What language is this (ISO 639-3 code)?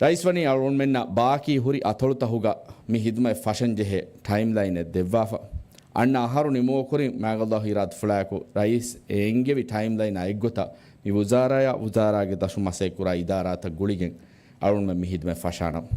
div